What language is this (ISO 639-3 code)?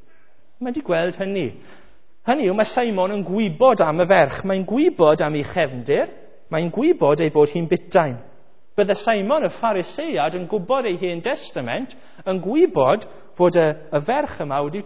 cym